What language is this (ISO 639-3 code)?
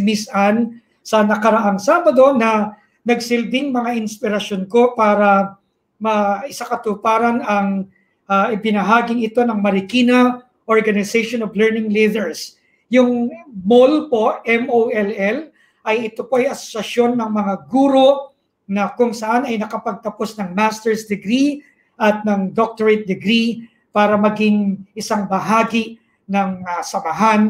fil